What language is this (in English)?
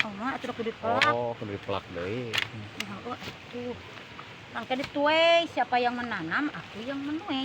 Sundanese